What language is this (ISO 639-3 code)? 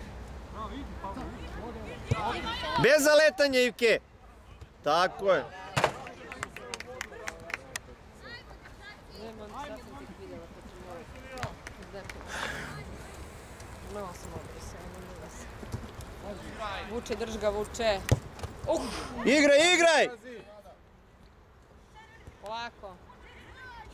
srp